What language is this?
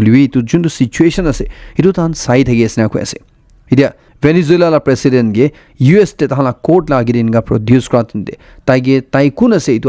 Naga Pidgin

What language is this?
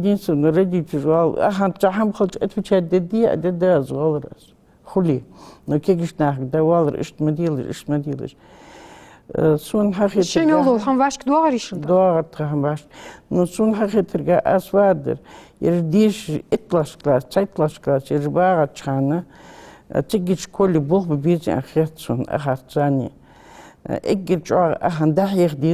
Ingush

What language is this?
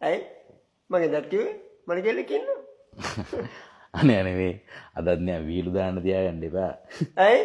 Sinhala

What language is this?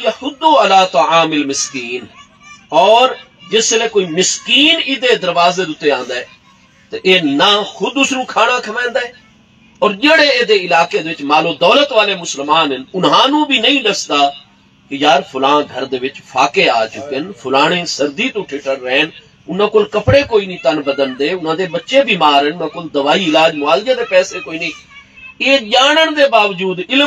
Saraiki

